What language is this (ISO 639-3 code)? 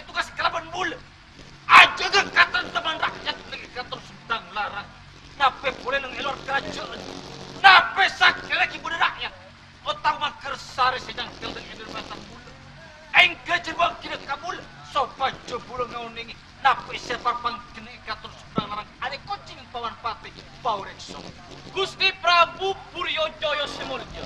mad